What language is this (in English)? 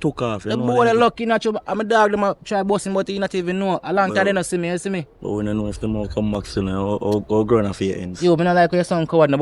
Jamaican Creole English